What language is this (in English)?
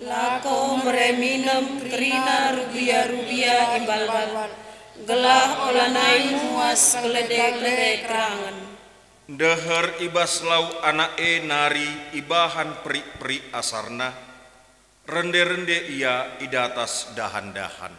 Batak Karo